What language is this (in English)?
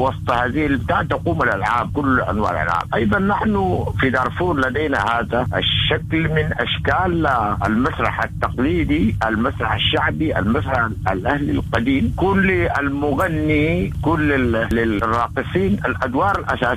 Sudanese Arabic